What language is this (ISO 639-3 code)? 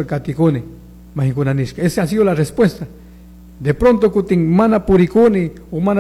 qug